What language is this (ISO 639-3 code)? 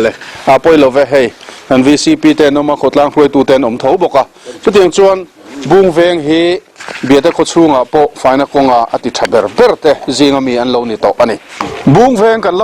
lus